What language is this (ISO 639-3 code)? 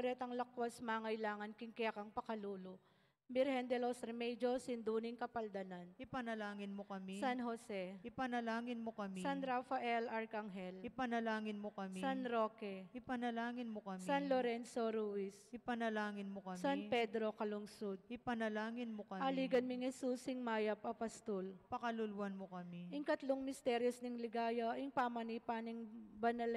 pam